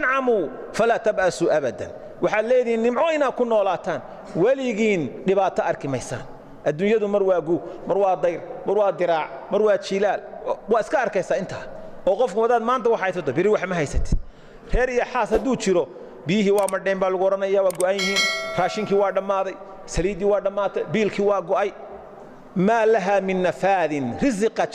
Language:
Somali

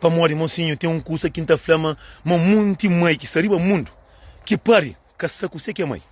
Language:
Kabuverdianu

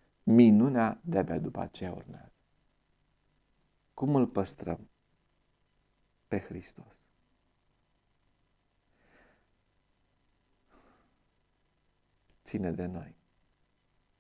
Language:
Romanian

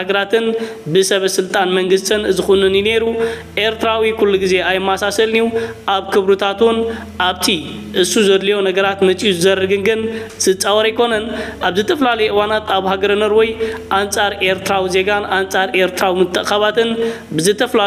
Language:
Tigrinya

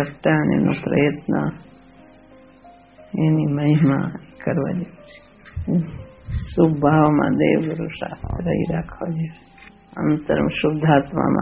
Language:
Gujarati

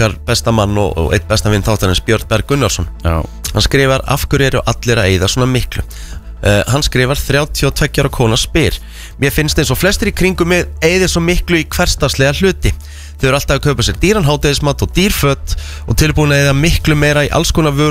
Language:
Icelandic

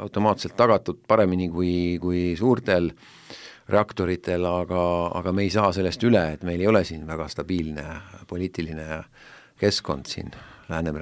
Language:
Estonian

